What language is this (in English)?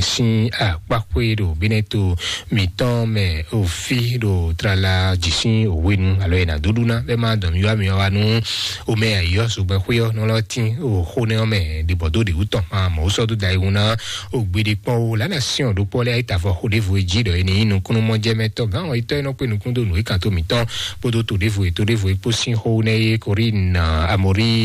Fon